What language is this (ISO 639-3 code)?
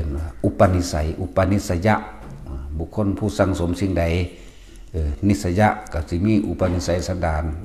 tts